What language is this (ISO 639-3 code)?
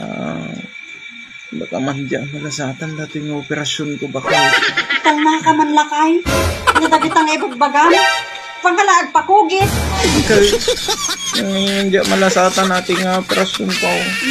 ilo